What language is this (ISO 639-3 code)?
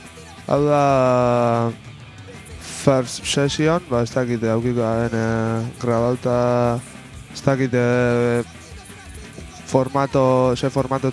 eus